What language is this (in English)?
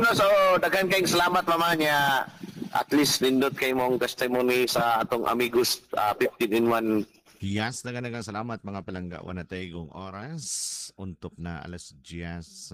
Cebuano